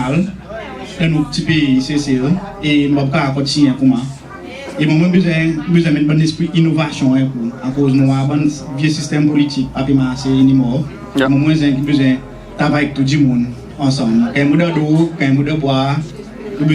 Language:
Seselwa Creole French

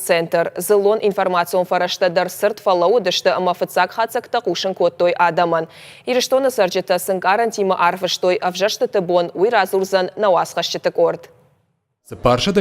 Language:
Ossetic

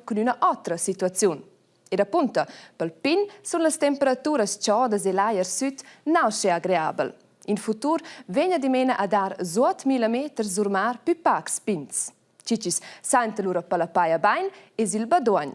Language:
Romansh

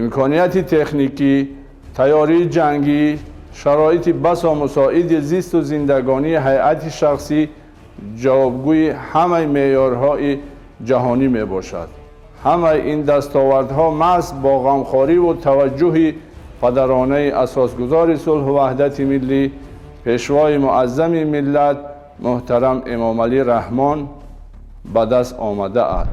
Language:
Tajik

